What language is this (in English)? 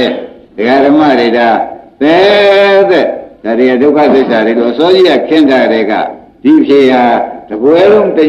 Burmese